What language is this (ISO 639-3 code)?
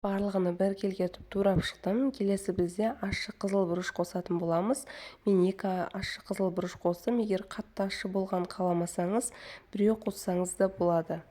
kaz